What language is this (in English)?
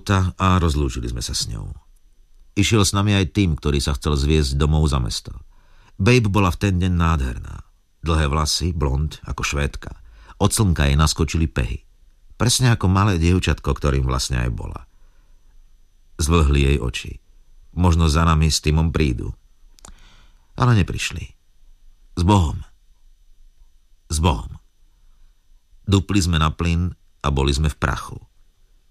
Slovak